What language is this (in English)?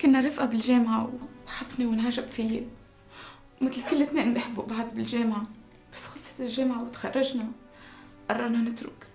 North Levantine Arabic